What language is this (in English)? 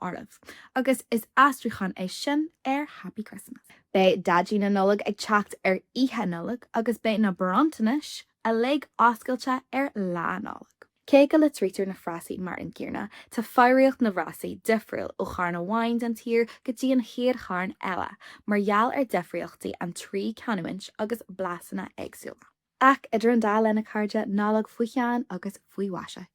Irish